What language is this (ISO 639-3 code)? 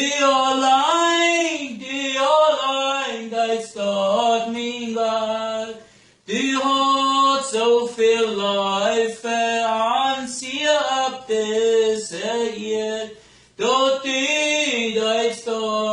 pdt